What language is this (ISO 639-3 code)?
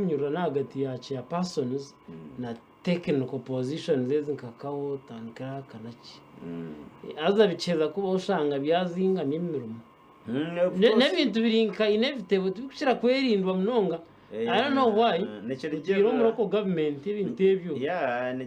nyn